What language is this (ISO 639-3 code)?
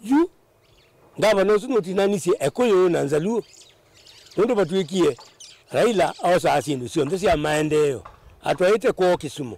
kam